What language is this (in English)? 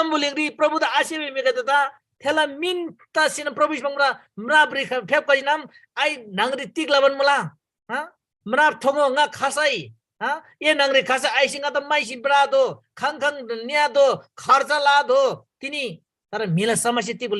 Eastern Tamang